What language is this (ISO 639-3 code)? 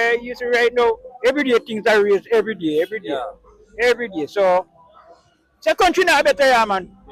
jam